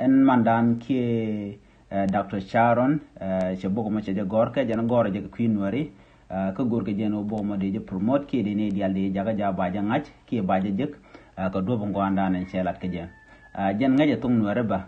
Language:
Nuer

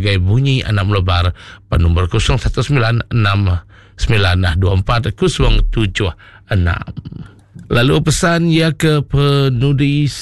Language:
Iban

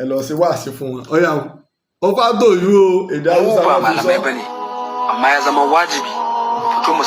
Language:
Yoruba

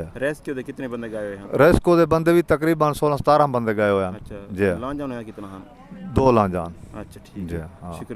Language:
Saraiki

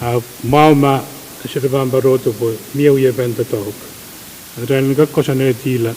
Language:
Pohnpeian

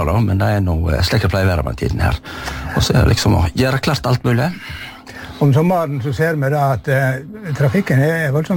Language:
Norwegian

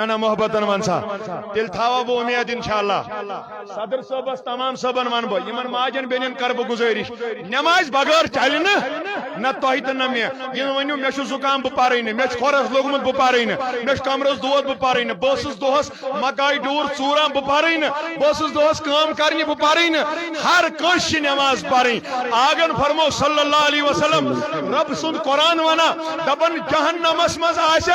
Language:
Kashmiri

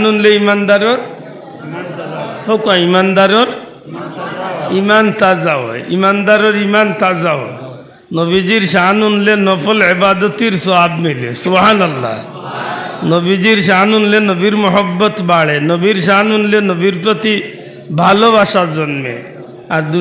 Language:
Sylheti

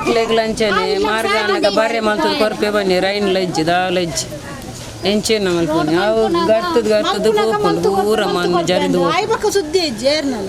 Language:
Tulu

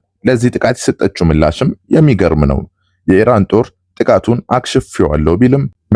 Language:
Amharic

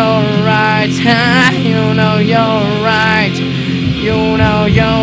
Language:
Spanish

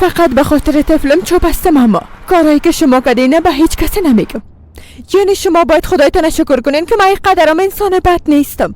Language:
Persian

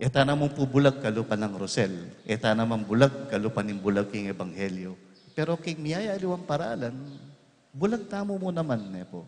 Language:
Pampanga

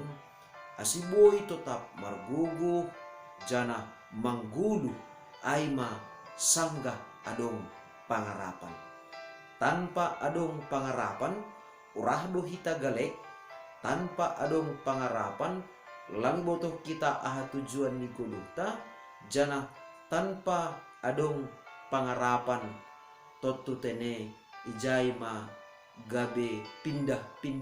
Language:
Batak Simalungun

